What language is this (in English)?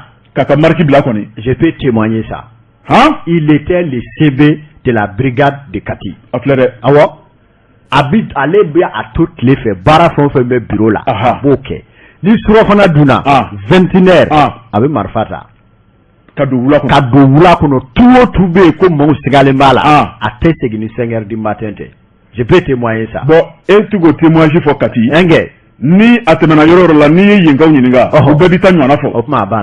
Bambara